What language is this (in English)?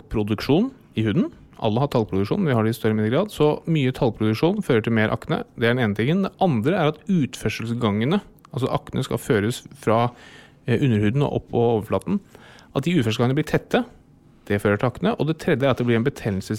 Norwegian